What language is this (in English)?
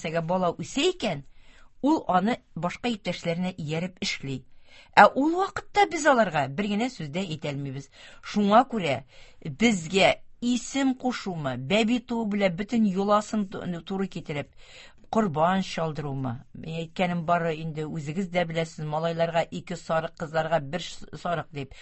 Tatar